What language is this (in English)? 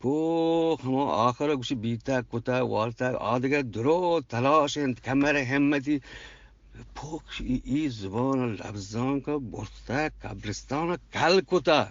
Eastern Balochi